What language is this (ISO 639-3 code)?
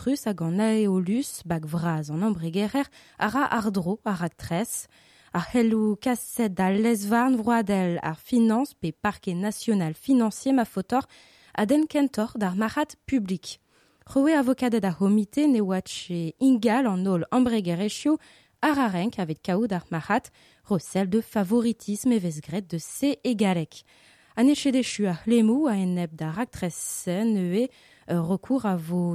bre